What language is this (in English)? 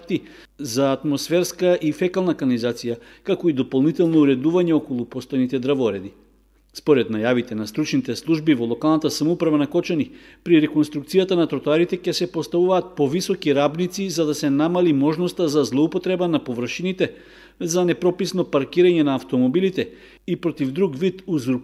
Macedonian